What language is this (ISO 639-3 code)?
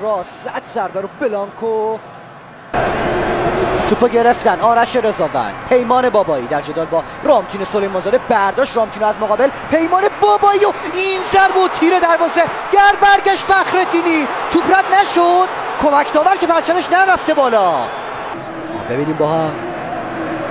fas